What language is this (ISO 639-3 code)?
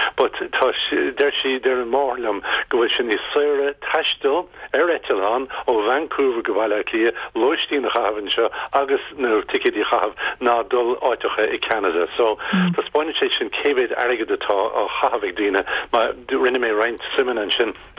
gle